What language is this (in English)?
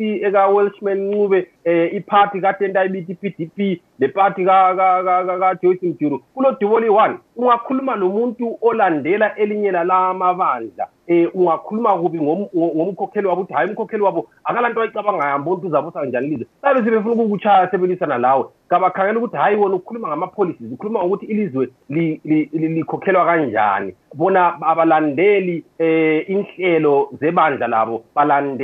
North Ndebele